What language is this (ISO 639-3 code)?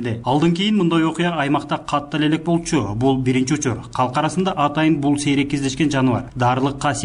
kir